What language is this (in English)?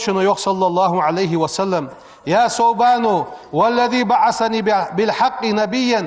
Ingush